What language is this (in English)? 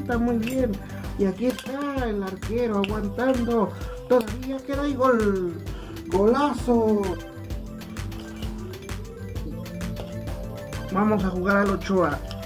Spanish